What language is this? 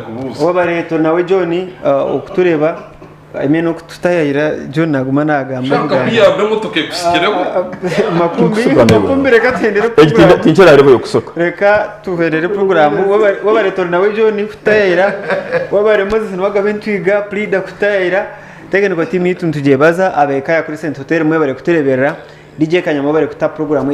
Nyankole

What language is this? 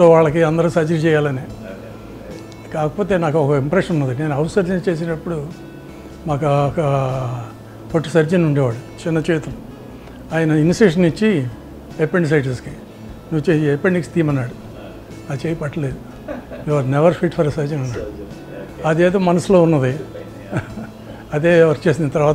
Telugu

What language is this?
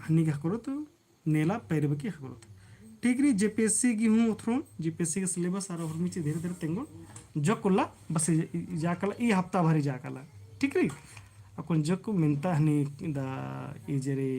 Kurukh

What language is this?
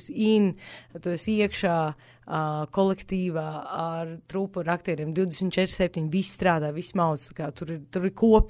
Latvian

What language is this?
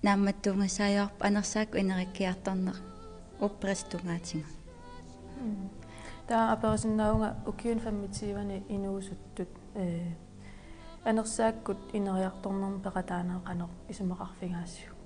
Kalaallisut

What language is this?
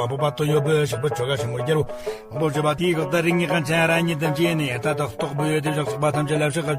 Tibetan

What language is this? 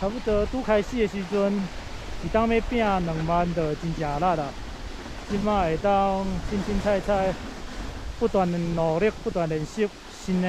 Min Nan Chinese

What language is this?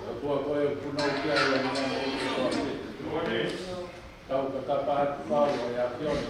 Tongan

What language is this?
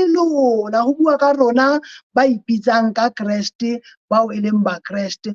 Southern Sotho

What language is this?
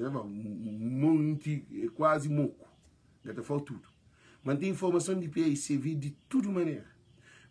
Kabuverdianu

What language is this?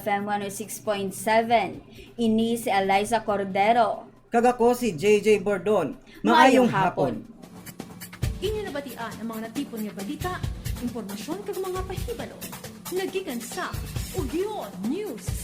Hiligaynon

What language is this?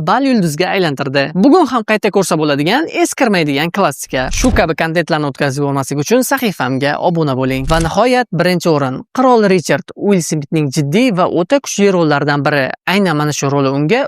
Uzbek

